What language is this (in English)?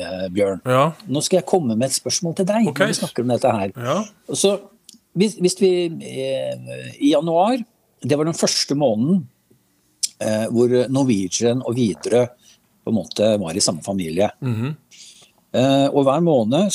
Norwegian